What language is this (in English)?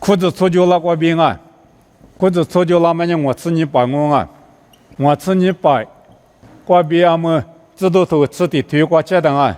Lisu